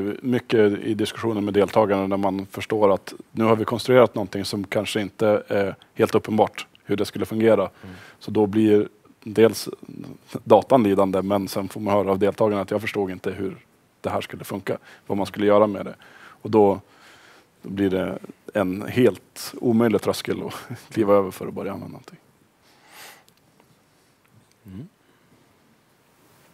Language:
Swedish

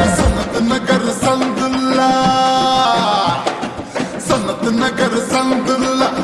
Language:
Telugu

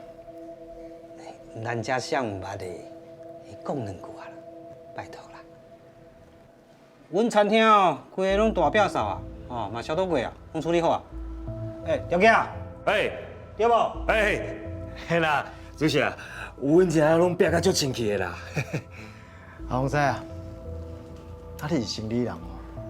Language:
Min Nan Chinese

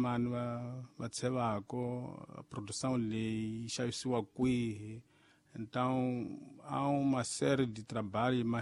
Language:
Tsonga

